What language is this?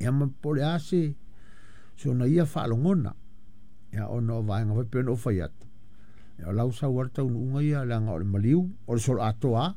Samoan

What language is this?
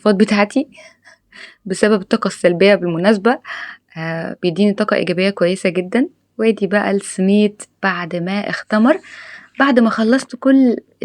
Egyptian Arabic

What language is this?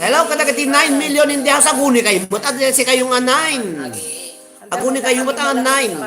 Iloko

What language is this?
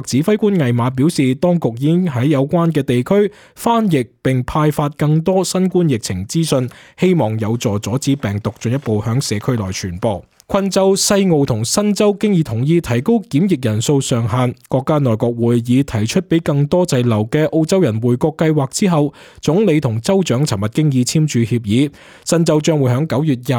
Cantonese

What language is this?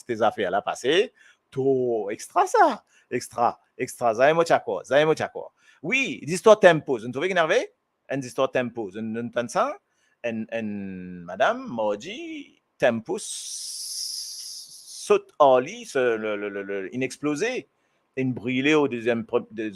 Morisyen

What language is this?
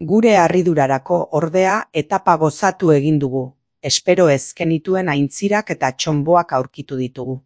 Basque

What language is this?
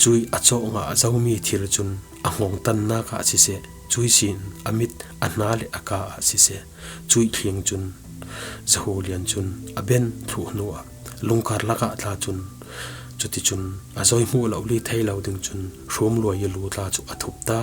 Falam Chin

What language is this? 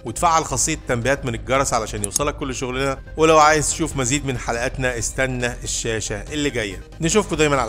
Egyptian Arabic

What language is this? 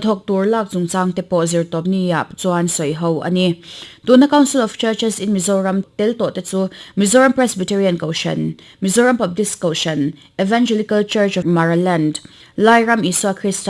Mizo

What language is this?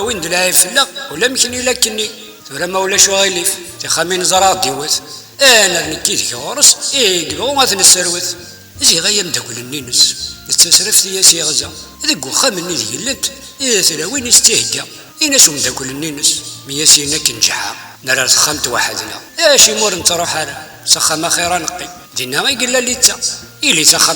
Kabyle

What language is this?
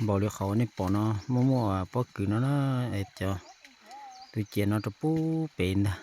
Hmong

